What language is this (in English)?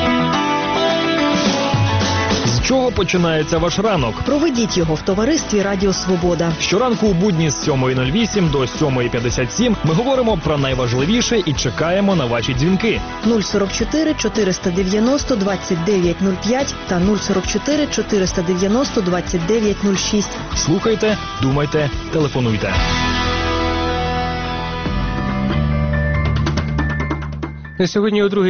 Ukrainian